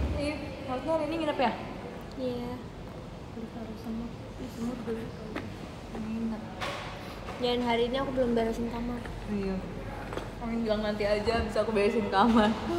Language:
Indonesian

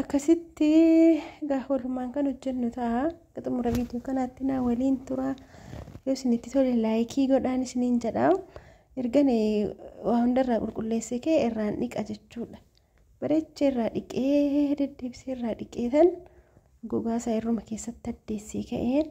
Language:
Oromo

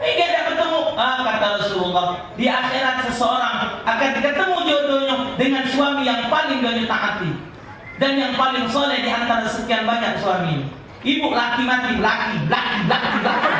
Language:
Musi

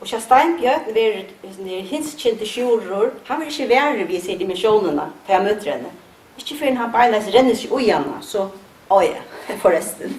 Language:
Faroese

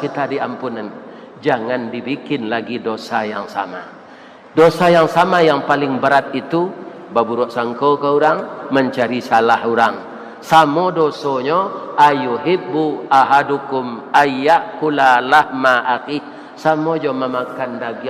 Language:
Minangkabau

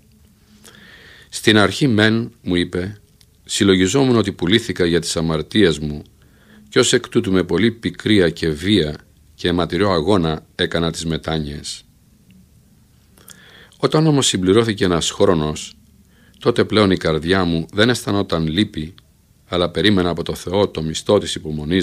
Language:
Greek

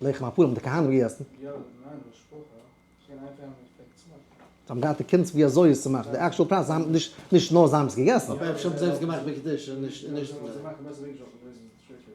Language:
Yiddish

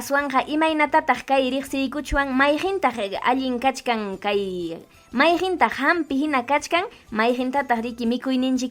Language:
Ayacucho Quechua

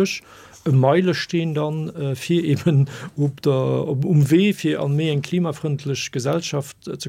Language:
Luxembourgish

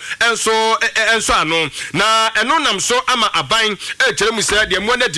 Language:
Akan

